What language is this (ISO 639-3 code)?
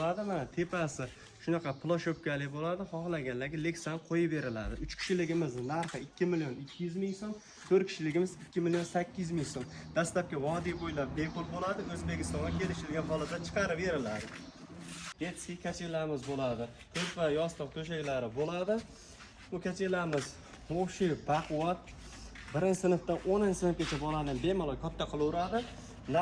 uzb